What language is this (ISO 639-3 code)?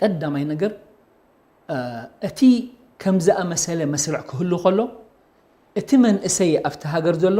tir